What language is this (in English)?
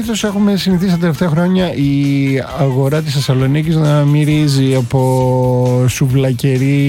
Greek